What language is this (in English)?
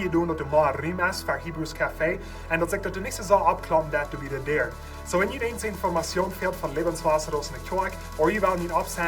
Plautdietsch